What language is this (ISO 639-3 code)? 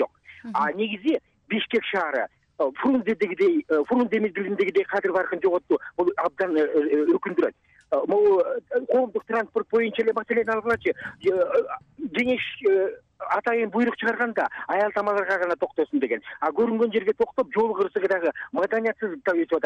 kir